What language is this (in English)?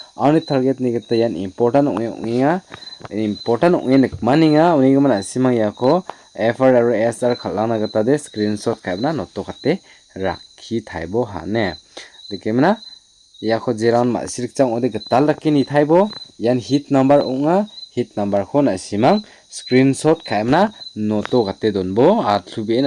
Garo